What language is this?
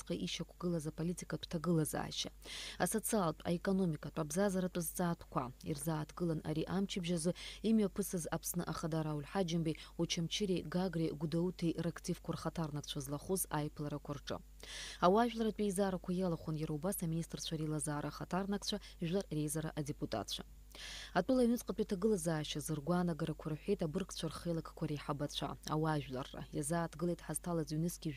Abkhazian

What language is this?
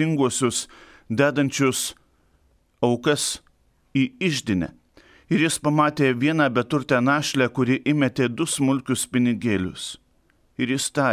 Lithuanian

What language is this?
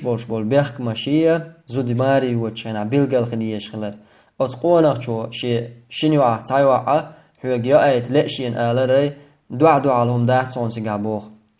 Chechen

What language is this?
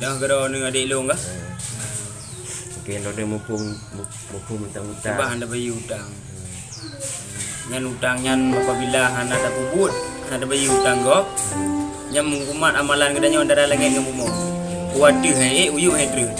Achinese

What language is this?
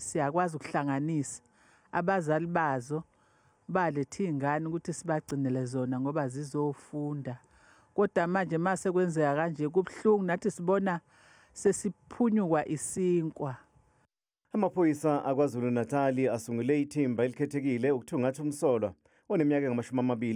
Zulu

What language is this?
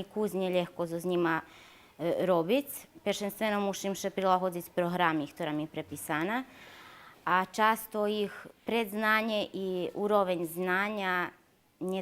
Rusyn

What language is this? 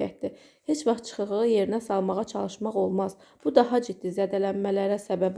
Azerbaijani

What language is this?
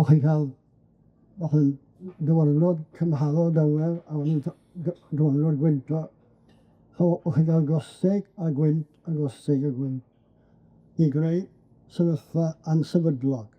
Welsh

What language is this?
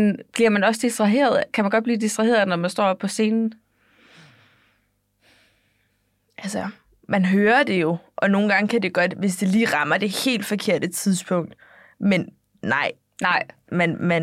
Danish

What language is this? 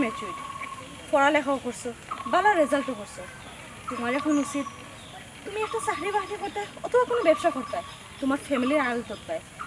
Sylheti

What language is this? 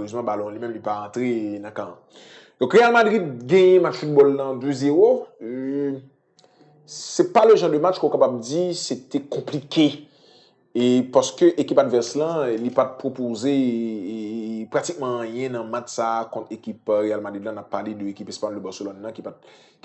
Haitian Creole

